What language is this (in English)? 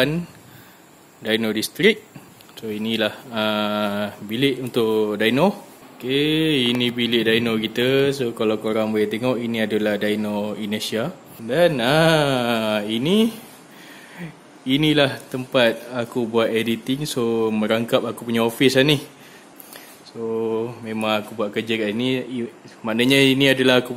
Malay